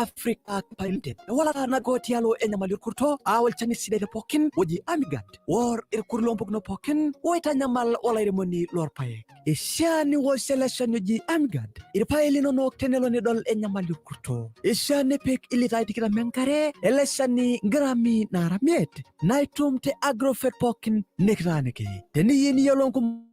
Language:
Masai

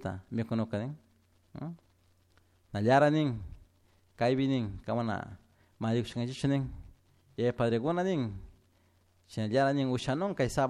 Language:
Chimborazo Highland Quichua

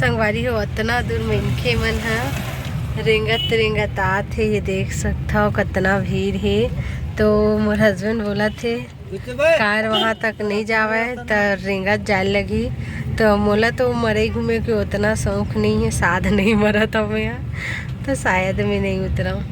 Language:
Chhattisgarhi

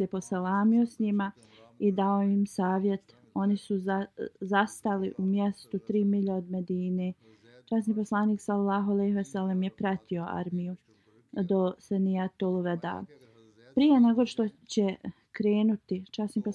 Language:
Bosnian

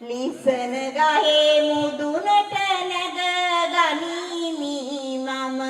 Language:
Sinhala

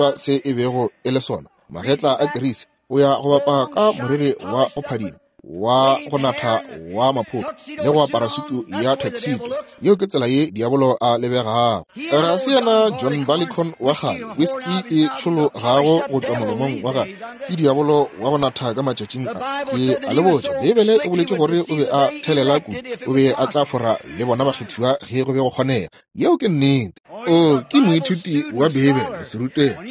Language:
Northern Sotho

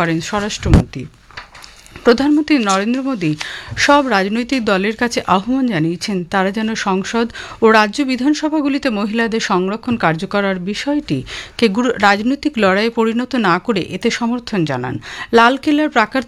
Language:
Bangla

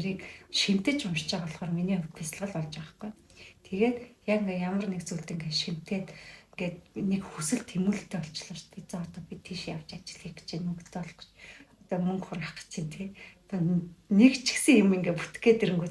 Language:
Mongolian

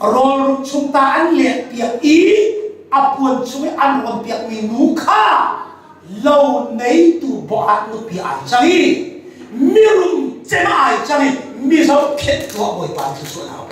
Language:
Hakha Chin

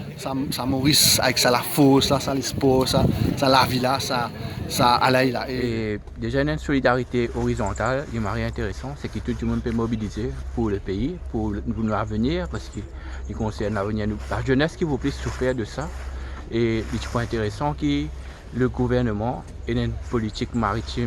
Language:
Morisyen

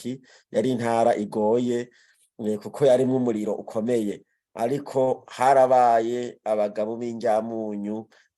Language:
Rundi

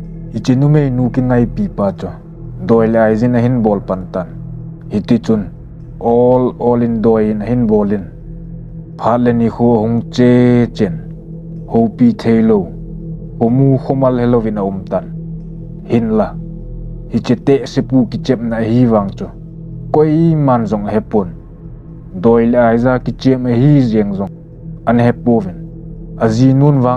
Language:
Thado Chin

